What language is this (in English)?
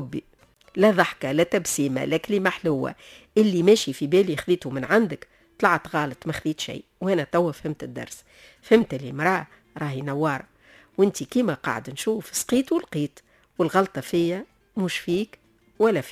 Tunisian Arabic